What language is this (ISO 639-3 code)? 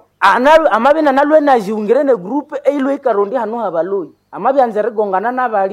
nnb